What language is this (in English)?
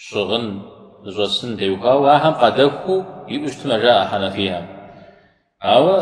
Kabardian